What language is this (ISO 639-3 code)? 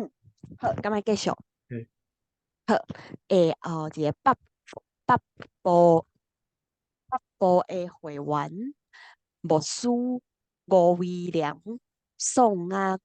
nan